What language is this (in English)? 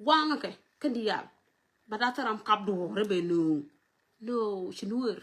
Nuer